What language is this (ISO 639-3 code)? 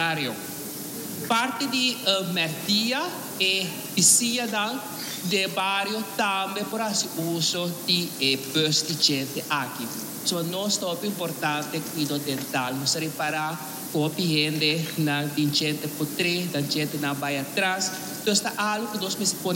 pap